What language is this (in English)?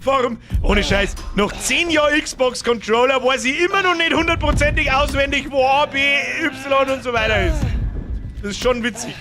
Bavarian